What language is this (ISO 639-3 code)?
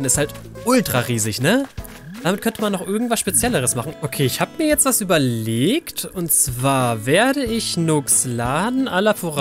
deu